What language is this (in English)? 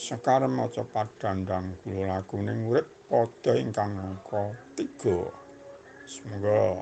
Javanese